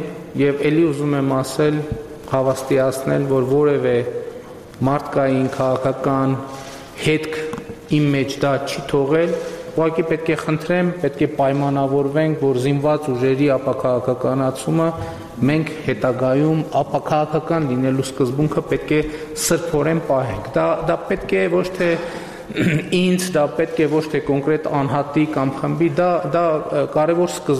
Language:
Armenian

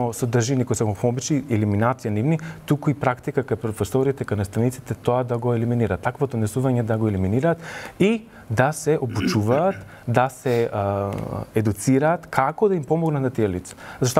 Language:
Macedonian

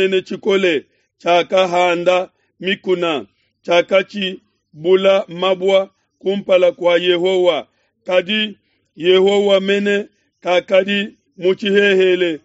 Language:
Luba-Lulua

